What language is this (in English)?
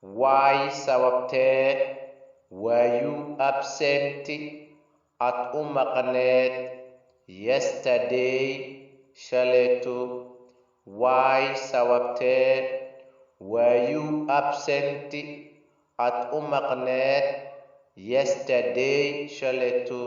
Somali